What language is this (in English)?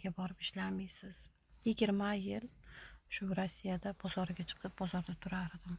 Uzbek